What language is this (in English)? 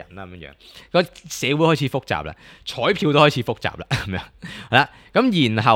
Cantonese